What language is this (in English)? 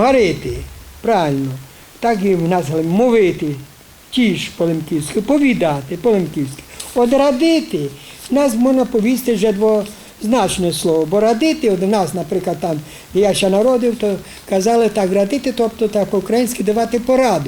Rusyn